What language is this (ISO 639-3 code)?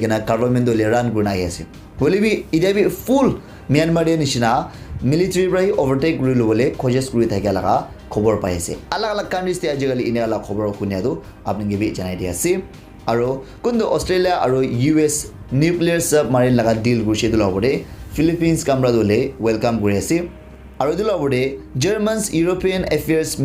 nag